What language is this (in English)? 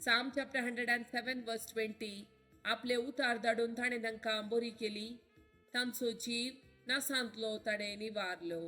Konkani